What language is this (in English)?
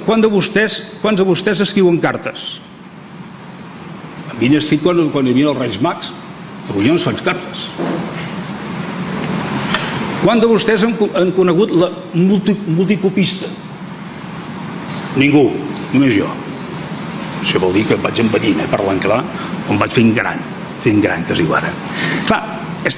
Catalan